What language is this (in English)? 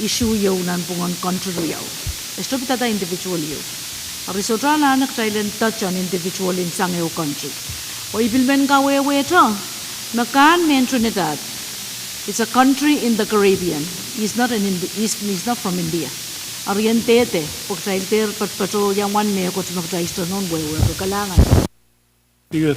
Pohnpeian